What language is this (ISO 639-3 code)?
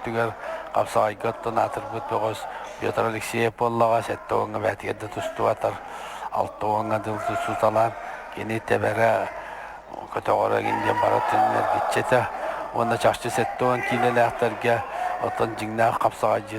sah